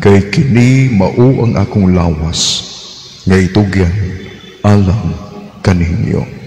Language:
Cebuano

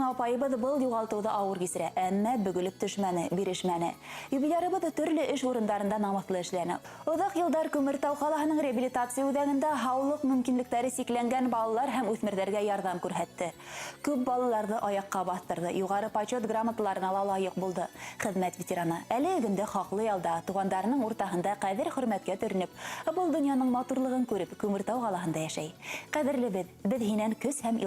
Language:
Bashkir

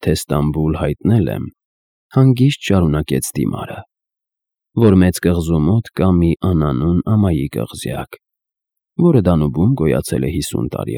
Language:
Armenian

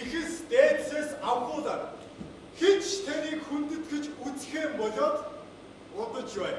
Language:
Mongolian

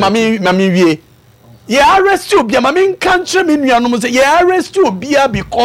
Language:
Akan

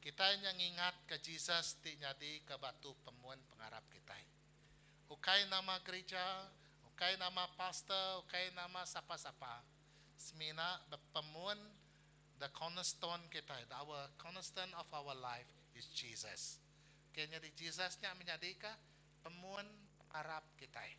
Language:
Iban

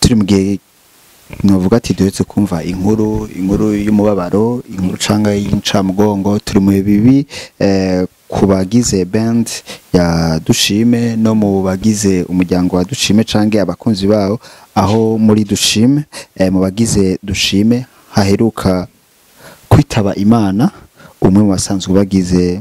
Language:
Rundi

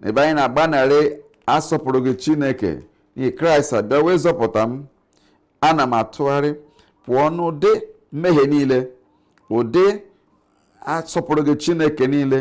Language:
Igbo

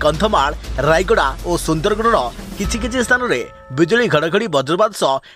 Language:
Odia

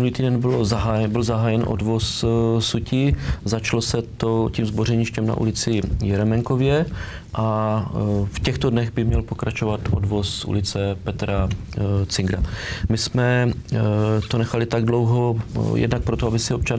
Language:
Czech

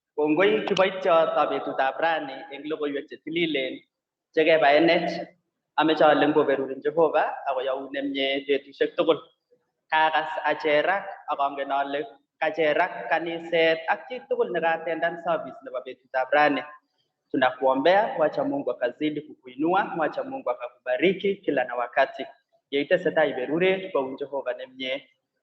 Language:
Kalenjin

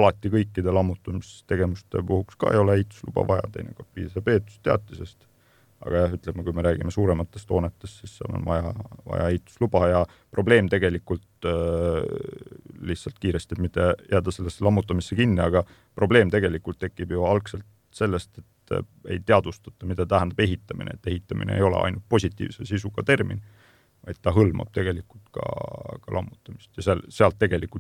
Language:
Estonian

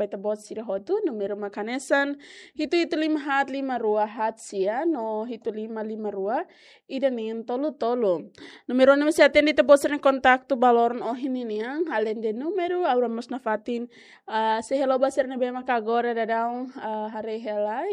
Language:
Tetum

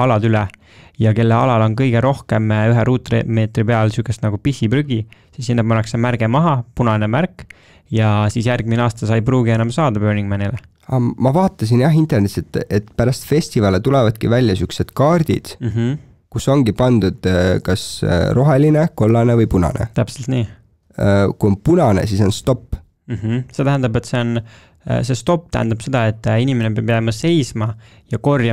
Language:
Estonian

